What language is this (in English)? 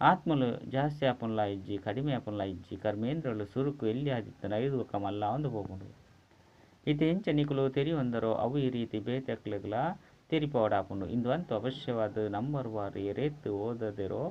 Tulu